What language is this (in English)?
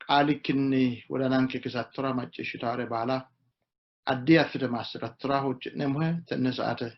Sidamo